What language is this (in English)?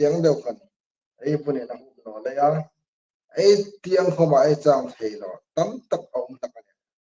Hmar